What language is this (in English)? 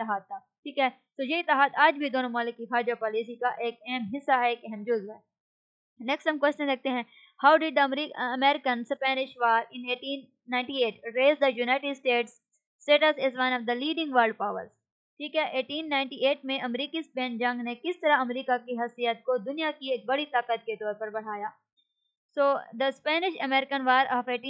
Urdu